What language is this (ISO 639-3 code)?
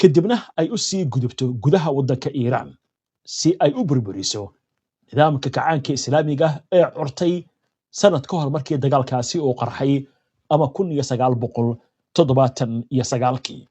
som